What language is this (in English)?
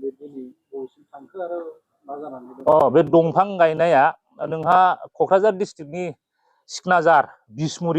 Bodo